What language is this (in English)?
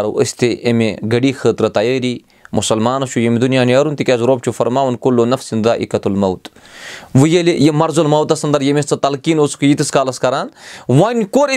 Kashmiri